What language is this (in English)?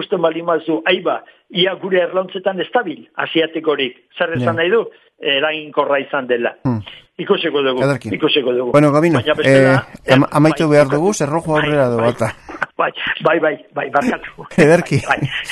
Basque